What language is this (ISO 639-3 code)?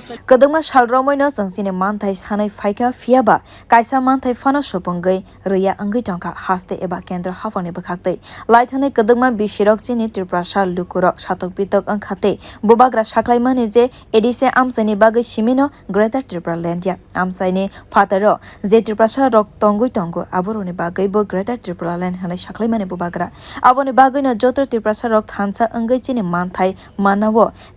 trp